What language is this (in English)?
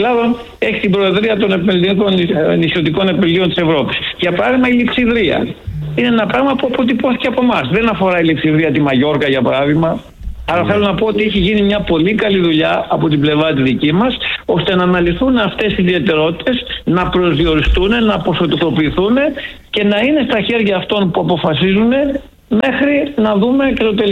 Greek